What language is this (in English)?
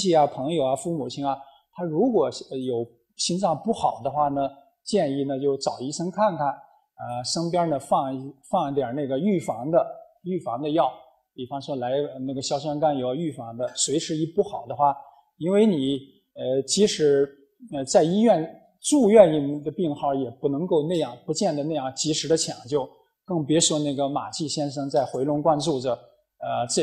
Chinese